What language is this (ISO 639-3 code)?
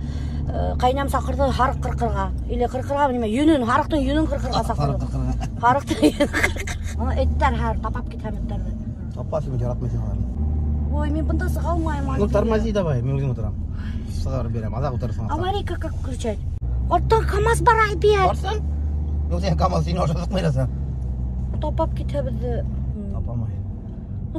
bak